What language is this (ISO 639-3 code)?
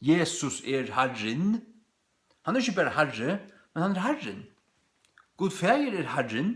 fao